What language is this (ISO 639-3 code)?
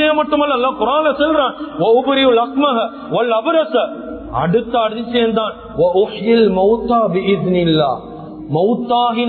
tam